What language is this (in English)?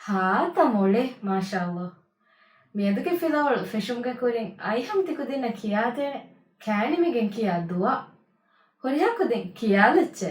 Divehi